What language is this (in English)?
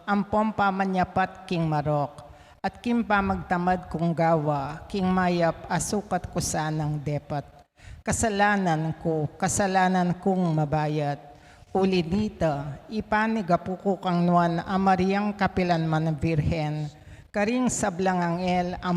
Pampanga